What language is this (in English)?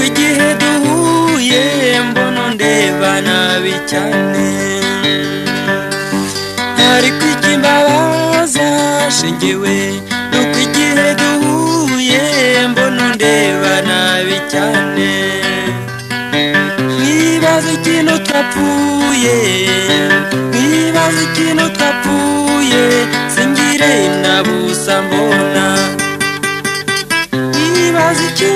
Kinyarwanda